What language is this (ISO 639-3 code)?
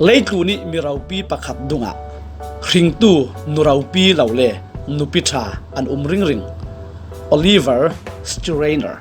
cfm